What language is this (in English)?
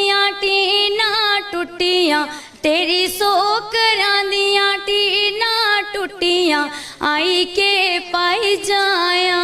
Dogri